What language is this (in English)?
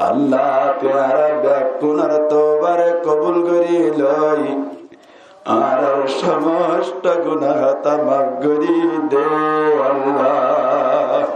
Rohingya